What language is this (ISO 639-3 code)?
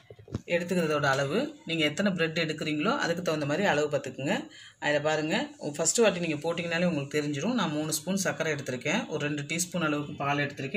tam